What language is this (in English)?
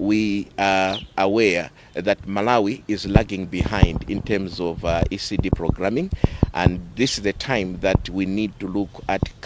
English